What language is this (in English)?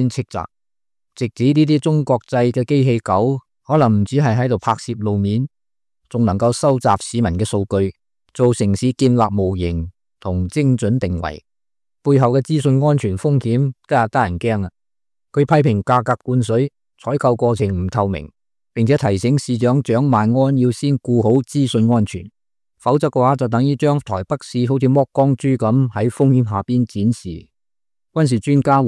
Cantonese